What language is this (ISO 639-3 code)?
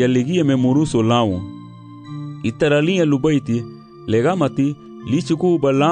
cab